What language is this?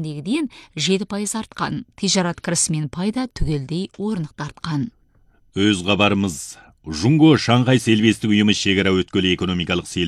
Kazakh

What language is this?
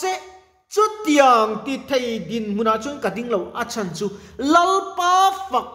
Mizo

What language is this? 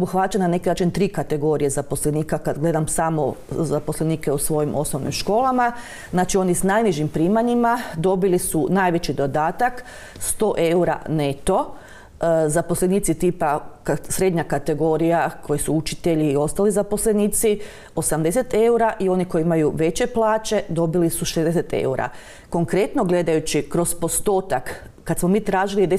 Croatian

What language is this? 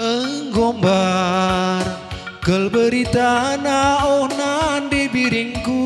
Batak Karo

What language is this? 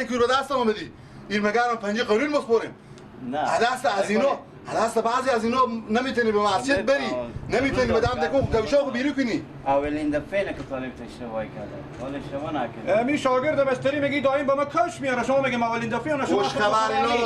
Persian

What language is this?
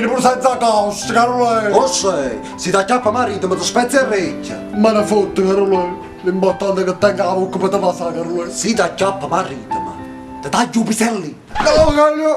Neapolitan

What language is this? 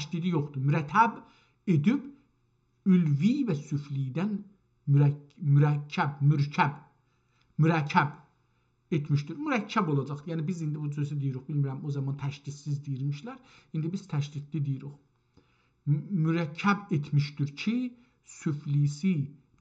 South Azerbaijani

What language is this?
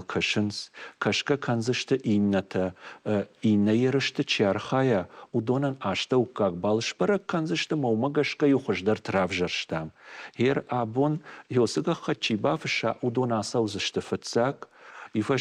Ossetic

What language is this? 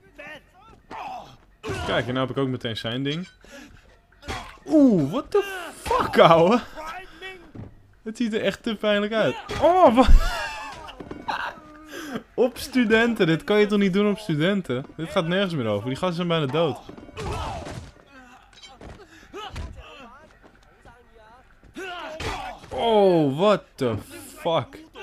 Dutch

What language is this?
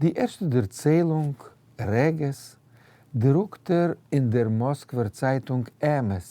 Yiddish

